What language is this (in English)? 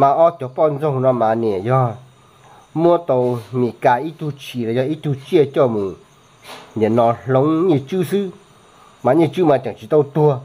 Hmong